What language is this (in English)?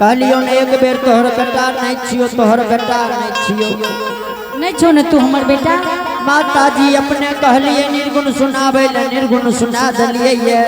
Angika